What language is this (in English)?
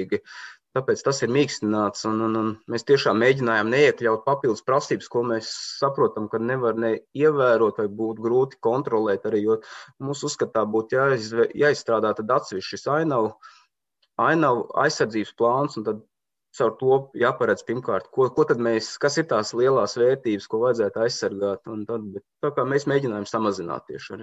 Latvian